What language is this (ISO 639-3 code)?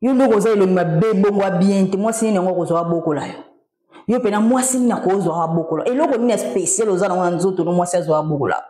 lin